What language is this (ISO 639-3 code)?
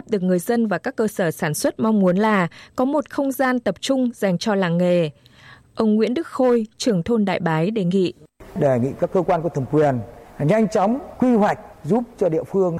vie